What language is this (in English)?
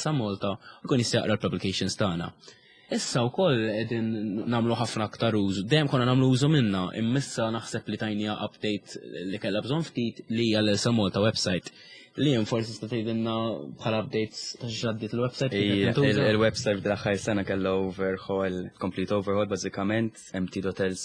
Maltese